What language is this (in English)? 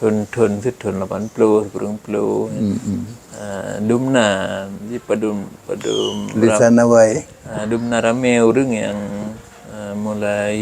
Achinese